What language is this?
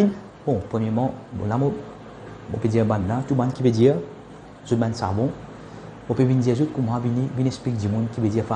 Morisyen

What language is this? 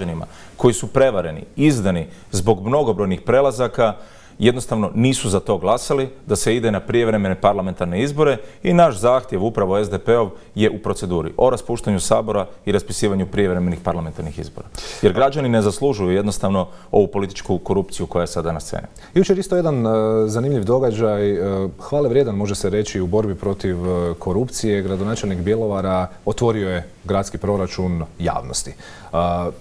Croatian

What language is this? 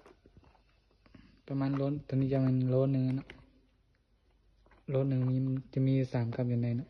Lao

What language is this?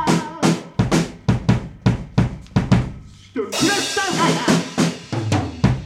Icelandic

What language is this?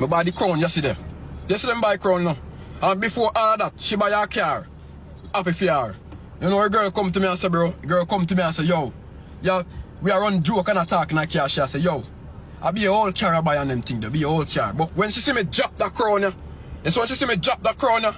Jamaican Creole English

